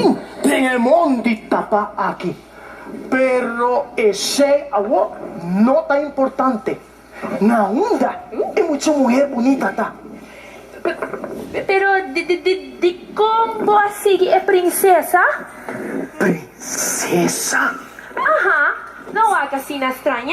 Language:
Papiamento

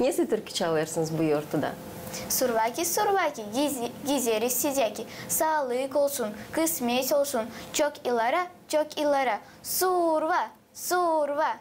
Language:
Gagauz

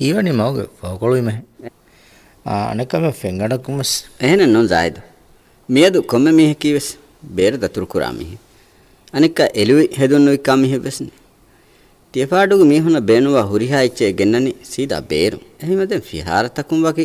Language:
Divehi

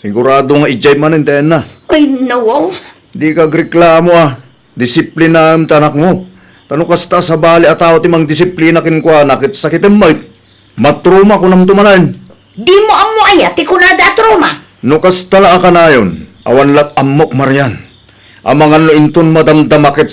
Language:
Iloko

